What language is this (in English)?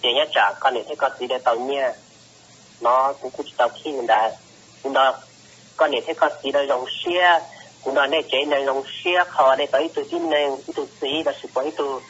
Hmong